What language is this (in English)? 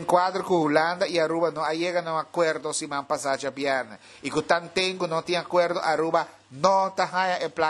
Papiamento